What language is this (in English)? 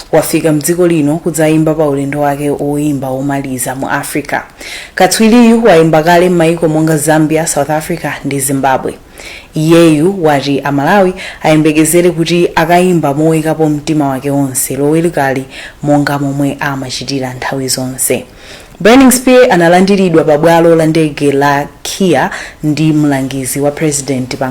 Nyanja